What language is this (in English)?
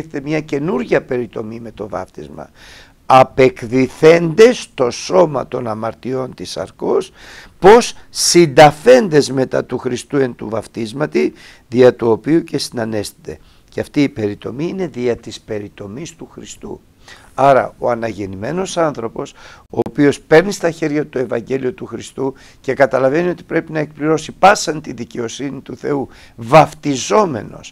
Greek